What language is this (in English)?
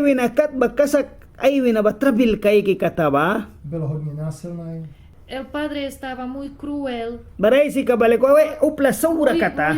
Mískito